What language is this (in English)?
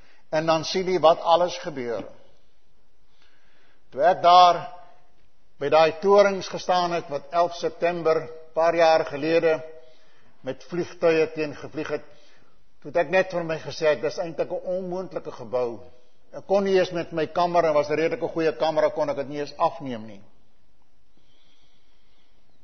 Afrikaans